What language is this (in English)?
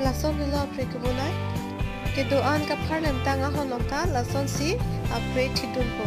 Karbi